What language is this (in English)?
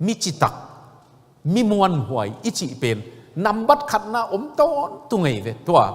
Tedim Chin